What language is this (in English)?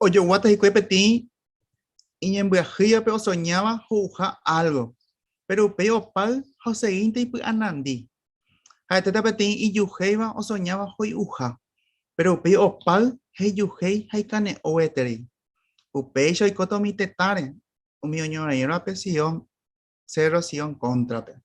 Guarani